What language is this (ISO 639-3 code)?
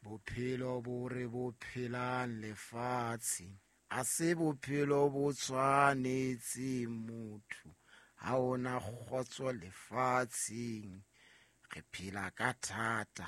sot